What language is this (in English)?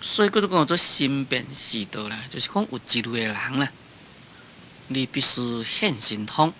Min Nan Chinese